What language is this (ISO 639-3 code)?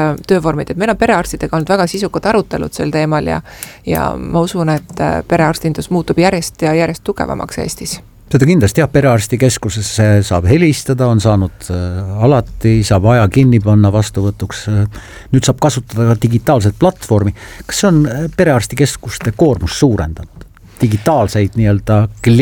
est